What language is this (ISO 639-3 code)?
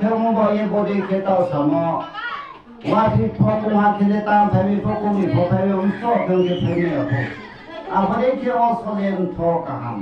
ria